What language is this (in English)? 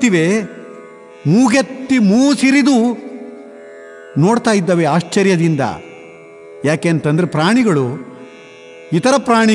Kannada